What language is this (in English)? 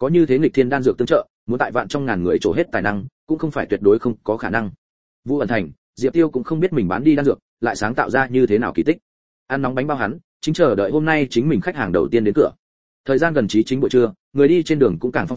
Vietnamese